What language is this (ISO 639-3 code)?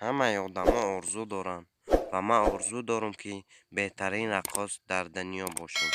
tgk